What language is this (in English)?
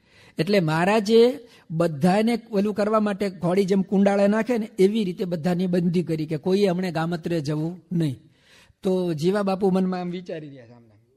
Gujarati